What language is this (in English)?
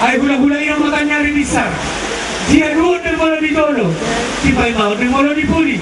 Batak Toba